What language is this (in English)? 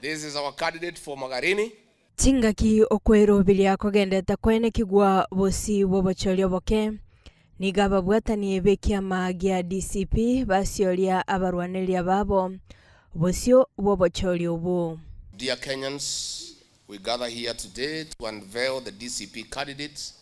Gusii